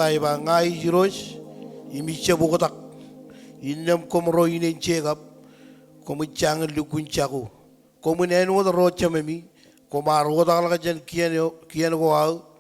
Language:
Marshallese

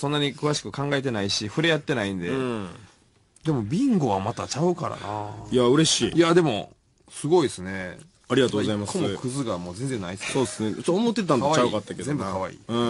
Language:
Japanese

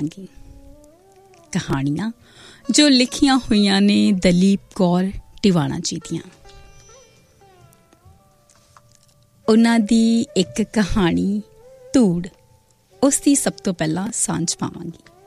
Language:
Punjabi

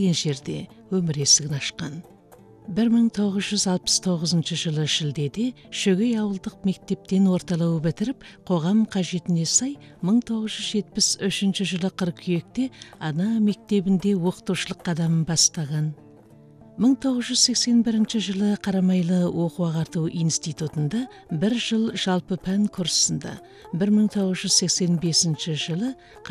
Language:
Kazakh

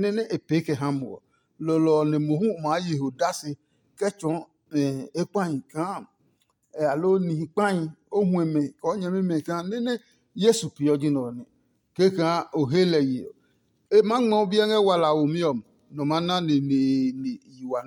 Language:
Adangme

